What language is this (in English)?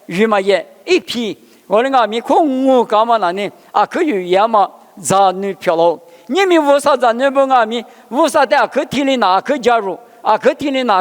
Lisu